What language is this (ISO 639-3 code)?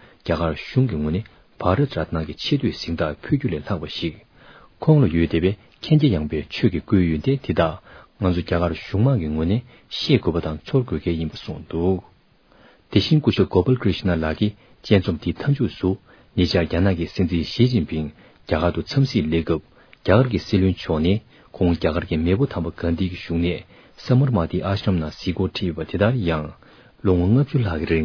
bod